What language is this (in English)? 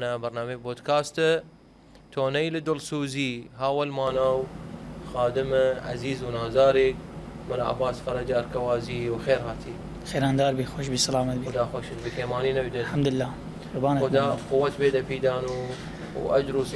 Southern Kurdish